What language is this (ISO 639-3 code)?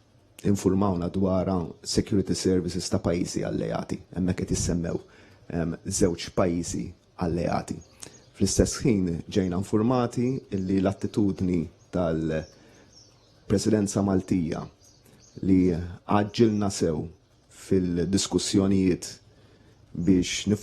mlt